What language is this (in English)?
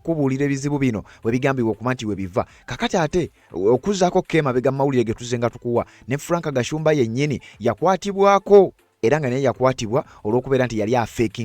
Ganda